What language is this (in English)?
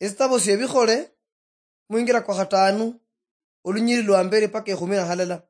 Luyia